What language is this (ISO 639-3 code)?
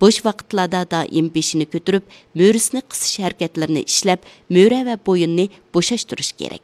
uig